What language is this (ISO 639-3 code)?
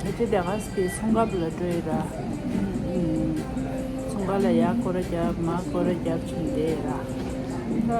bod